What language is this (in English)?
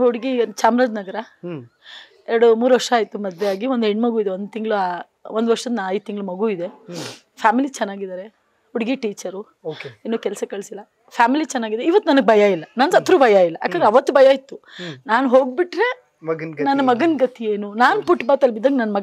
Kannada